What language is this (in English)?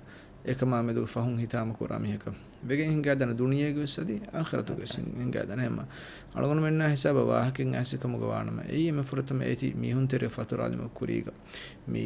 Divehi